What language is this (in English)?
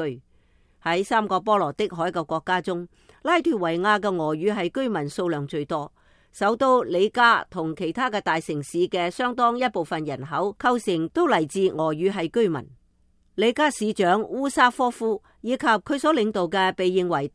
Cantonese